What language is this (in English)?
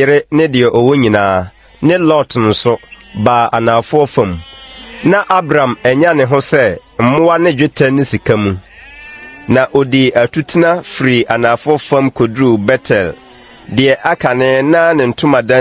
Akan